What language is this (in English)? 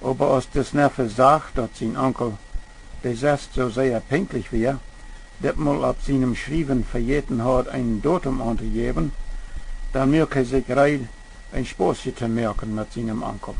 Plautdietsch